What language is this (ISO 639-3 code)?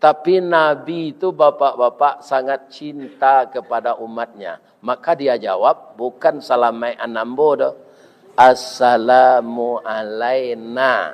min